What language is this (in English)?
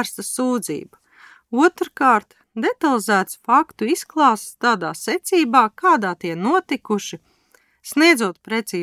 Latvian